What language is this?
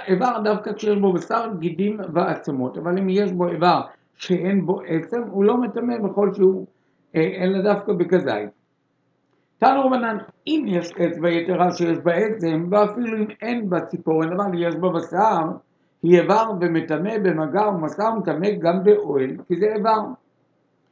Hebrew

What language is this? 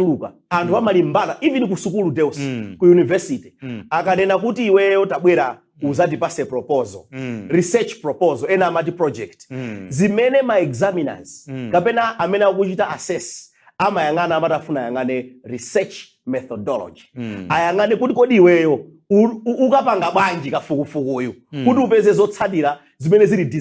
Nyanja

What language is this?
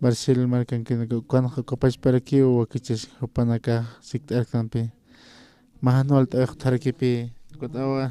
Aymara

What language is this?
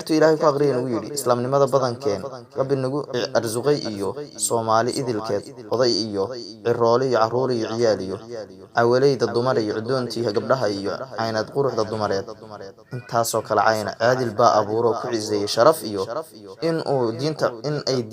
Somali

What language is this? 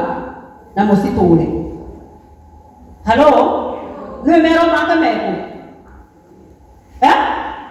Kikuyu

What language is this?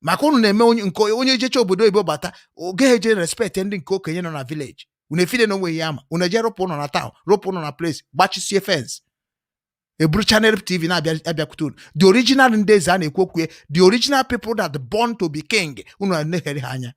Igbo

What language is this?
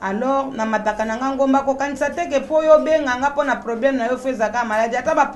Lingala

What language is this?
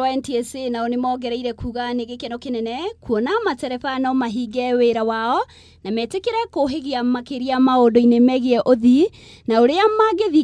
Kikuyu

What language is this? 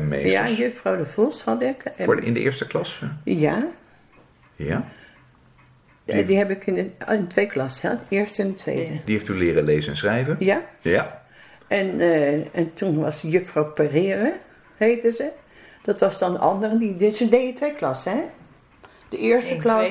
Dutch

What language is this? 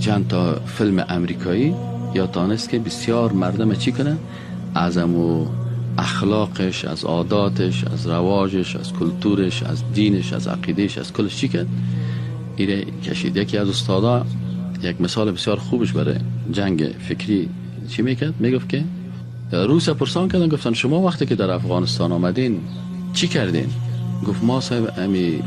Persian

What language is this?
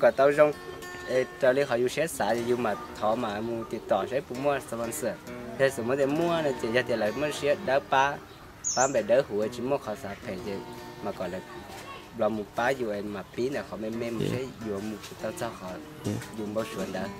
Hmong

